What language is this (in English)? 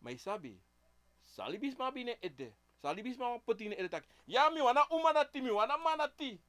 Sranan Tongo